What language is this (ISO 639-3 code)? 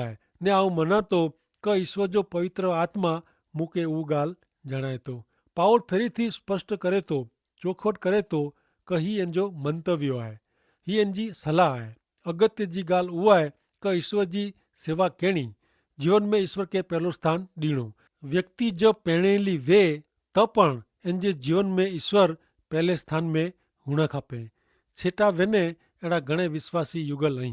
kfr